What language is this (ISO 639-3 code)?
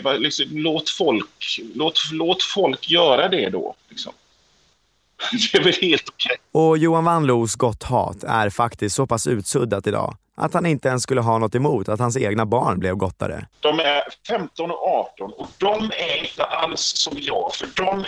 swe